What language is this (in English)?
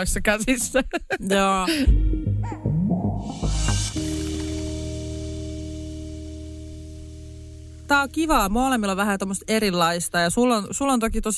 Finnish